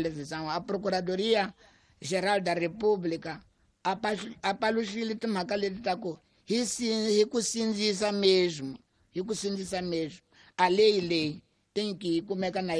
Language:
Tsonga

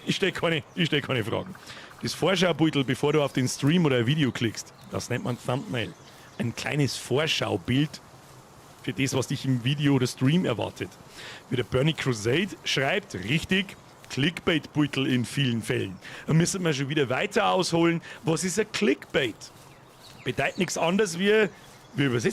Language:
Bavarian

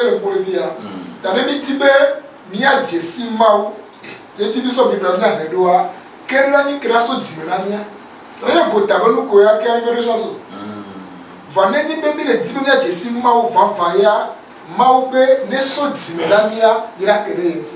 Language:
Ewe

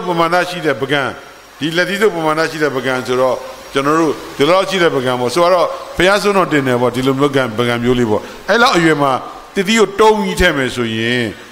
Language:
Burmese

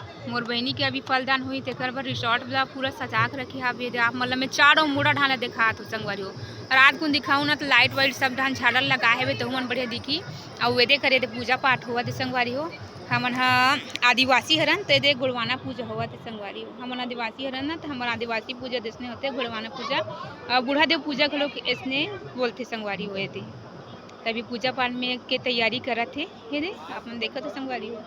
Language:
Chhattisgarhi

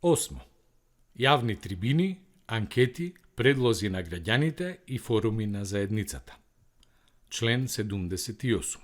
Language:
Macedonian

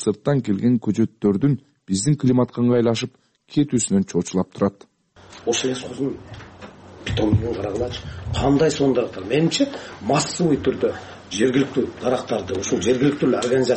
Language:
Kyrgyz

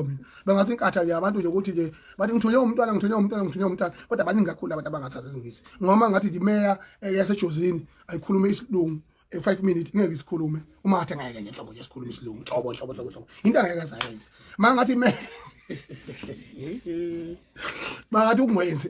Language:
Zulu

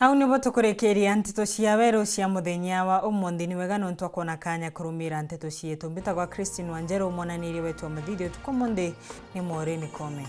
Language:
Meru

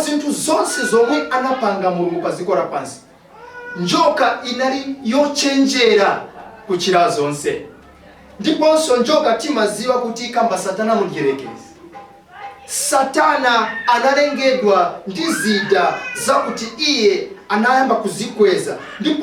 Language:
Nyanja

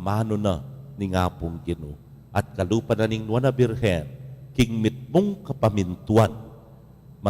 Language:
Pampanga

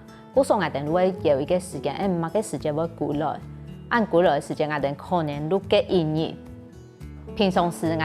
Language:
Hakka Chinese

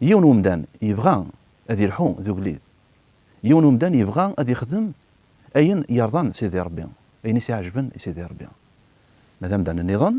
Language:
Kabyle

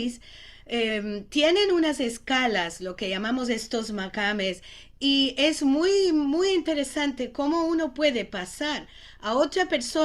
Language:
Ladino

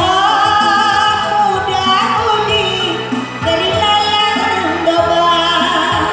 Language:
Batak Karo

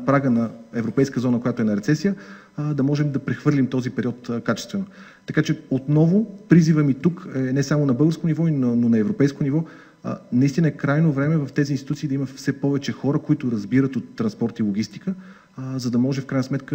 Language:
Bulgarian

